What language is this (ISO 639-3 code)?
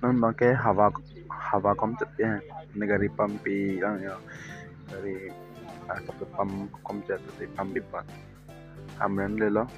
mjw